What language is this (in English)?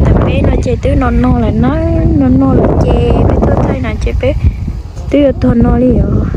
Hmong